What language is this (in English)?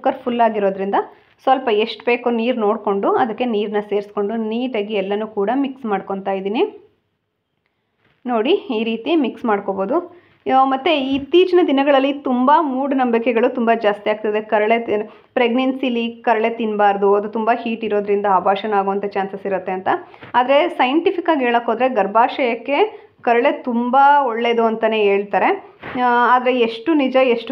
Kannada